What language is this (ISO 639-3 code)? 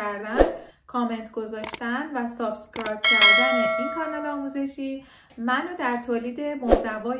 fas